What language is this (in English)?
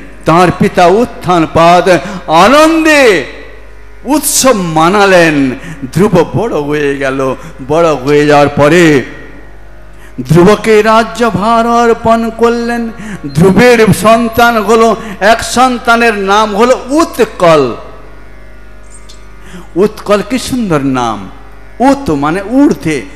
Bangla